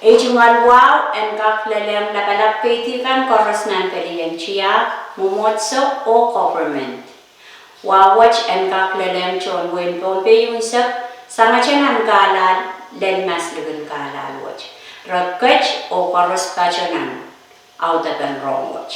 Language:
Pohnpeian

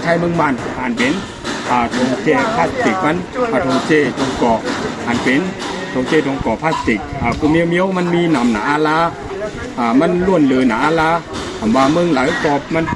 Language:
Shan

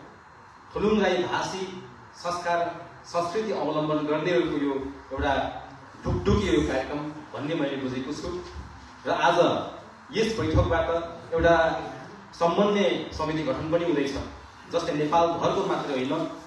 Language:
Nepali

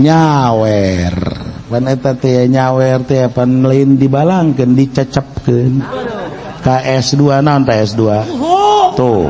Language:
Sundanese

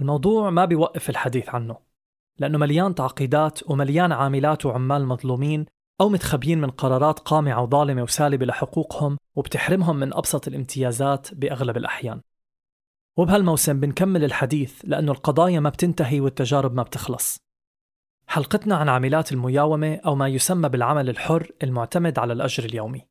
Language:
North Levantine Arabic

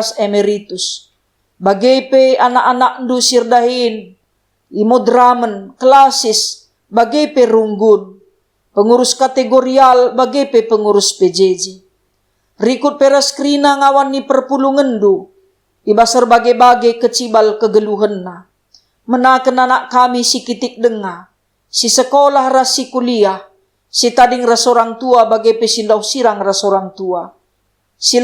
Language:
Batak Karo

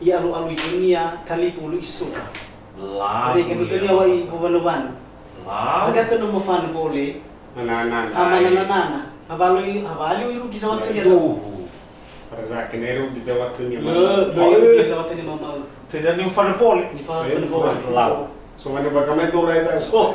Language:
Nias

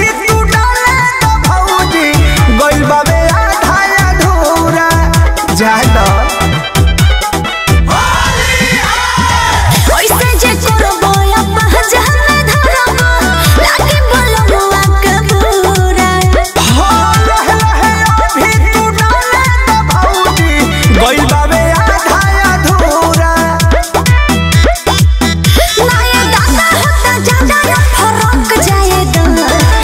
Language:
Bhojpuri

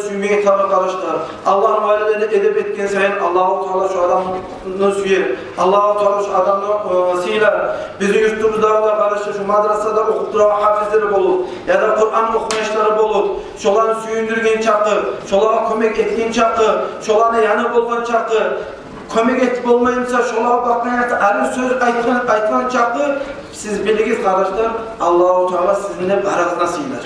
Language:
Kumyk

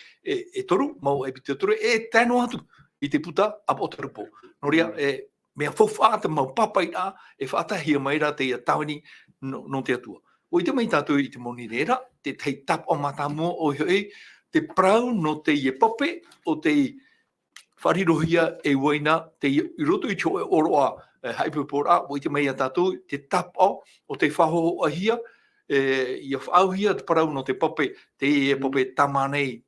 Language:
Tahitian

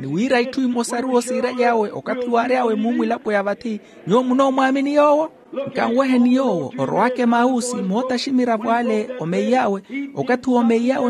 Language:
Makhuwa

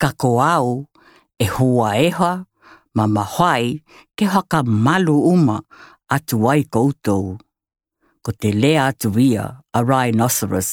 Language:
Tokelau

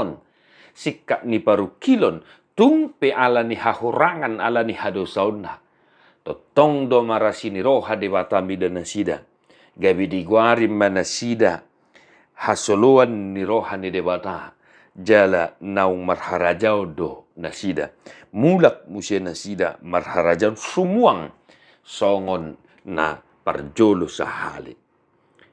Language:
Batak Toba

